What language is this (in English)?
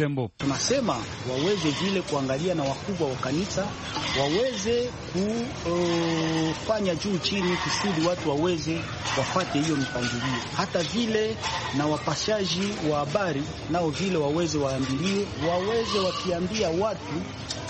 Swahili